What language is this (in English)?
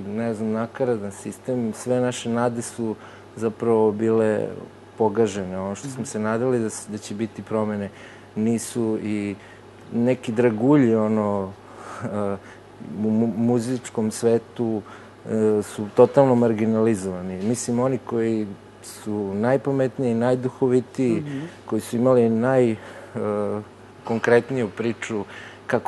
Serbian